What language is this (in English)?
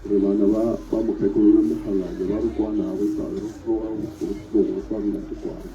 Northern Sotho